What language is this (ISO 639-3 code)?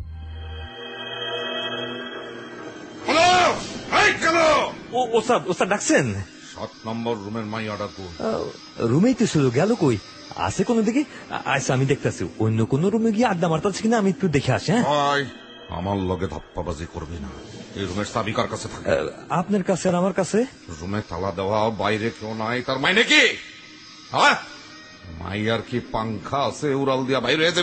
ben